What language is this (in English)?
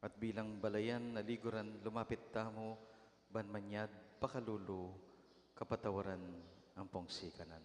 Pampanga